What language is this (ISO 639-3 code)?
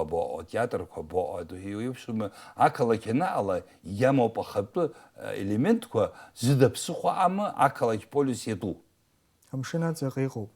abk